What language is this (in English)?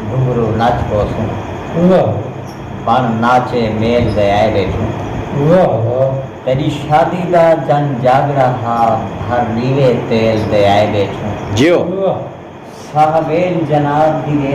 Saraiki